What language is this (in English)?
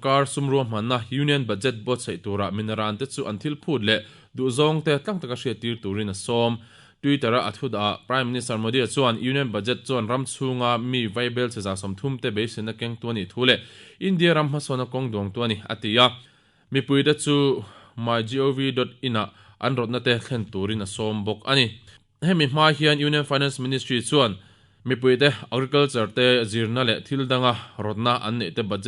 Mizo